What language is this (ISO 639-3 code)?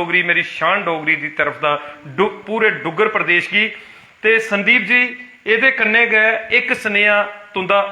doi